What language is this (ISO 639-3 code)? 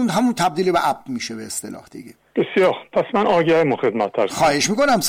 fas